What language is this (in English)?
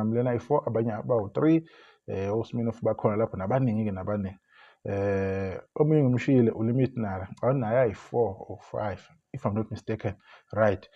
Zulu